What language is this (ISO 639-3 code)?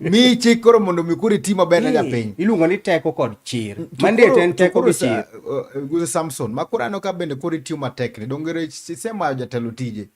luo